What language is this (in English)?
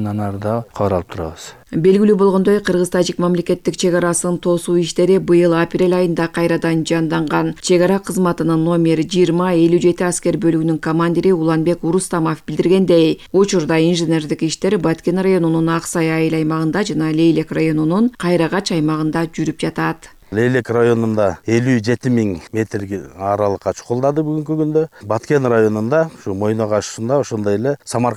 Kyrgyz